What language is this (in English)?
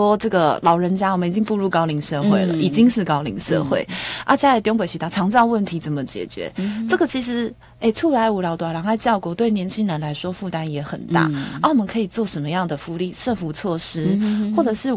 Chinese